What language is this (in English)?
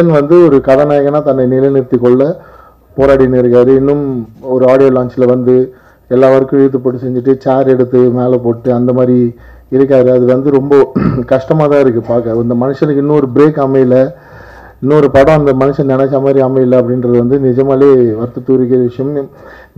Tamil